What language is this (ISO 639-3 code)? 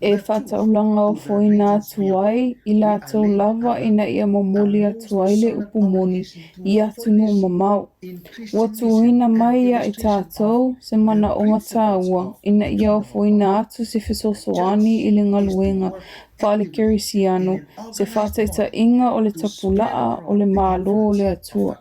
smo